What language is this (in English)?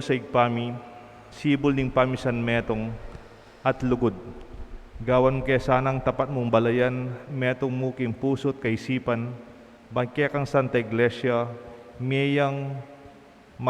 Pampanga